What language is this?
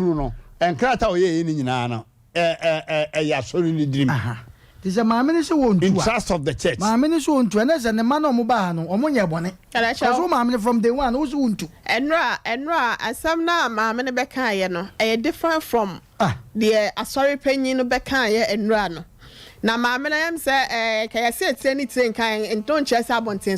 Akan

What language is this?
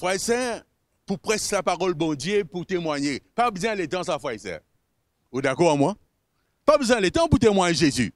Morisyen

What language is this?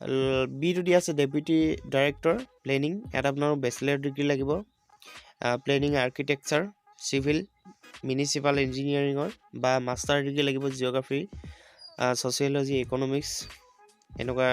Assamese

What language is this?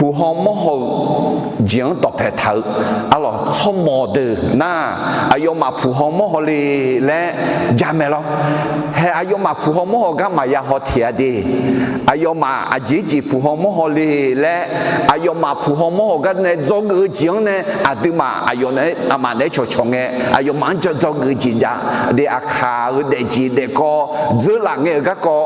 Akha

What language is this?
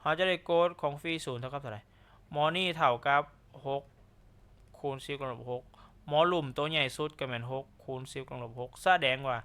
Lao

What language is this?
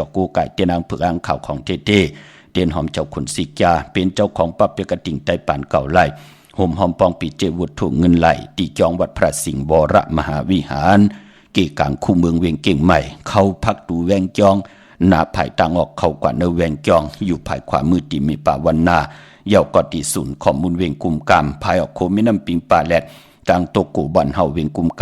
Shan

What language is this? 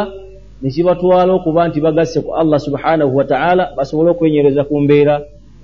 Ganda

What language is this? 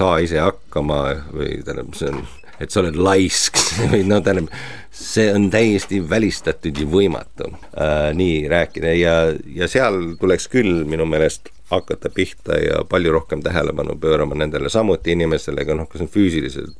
Estonian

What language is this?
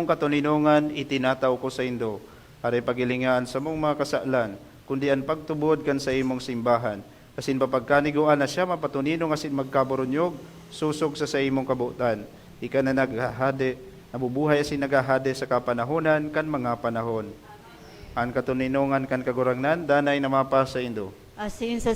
Bikol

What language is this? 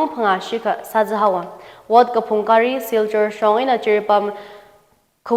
Tangkhul Naga (India)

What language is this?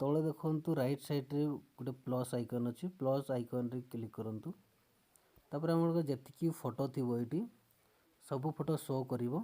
Odia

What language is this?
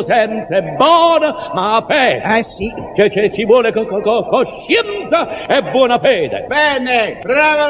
Neapolitan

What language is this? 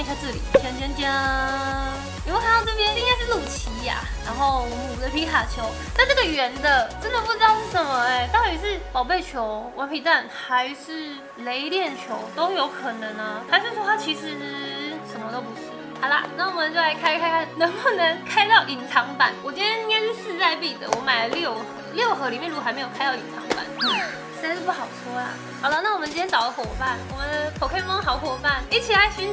Chinese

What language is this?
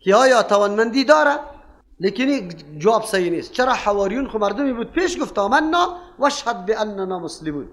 Persian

